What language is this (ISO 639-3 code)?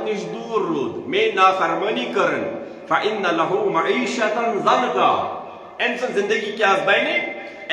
kas